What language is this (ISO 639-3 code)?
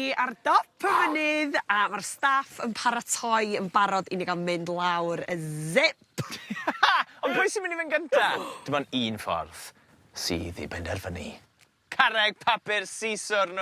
cym